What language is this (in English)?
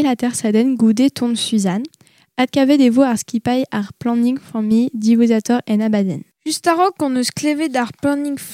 Breton